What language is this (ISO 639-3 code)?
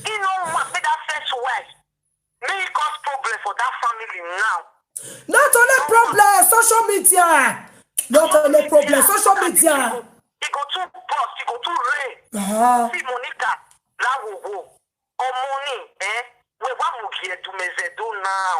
pcm